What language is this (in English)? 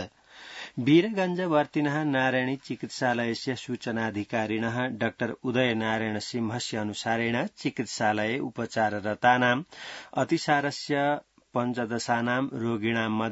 Sanskrit